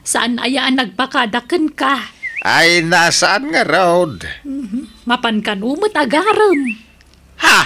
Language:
Iloko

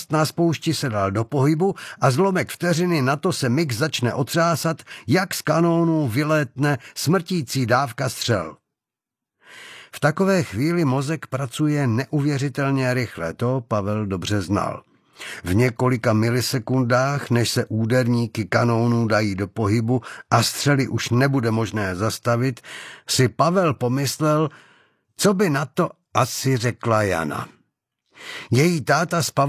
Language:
Czech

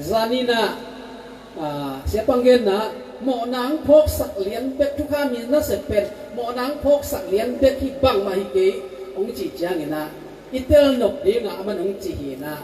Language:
Tedim Chin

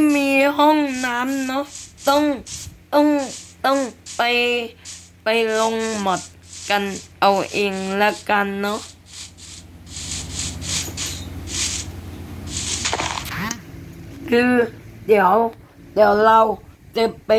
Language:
Thai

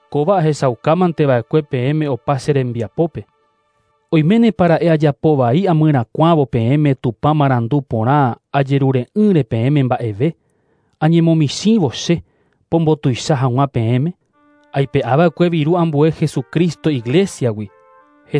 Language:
Guarani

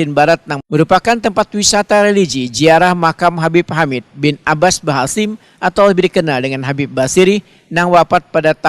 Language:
Banjar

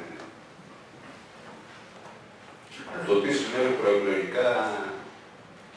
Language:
Greek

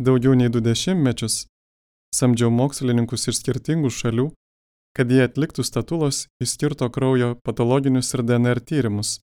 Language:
Lithuanian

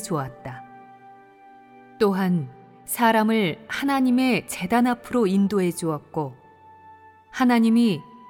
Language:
Korean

